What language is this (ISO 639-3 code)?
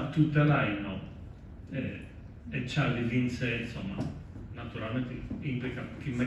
srd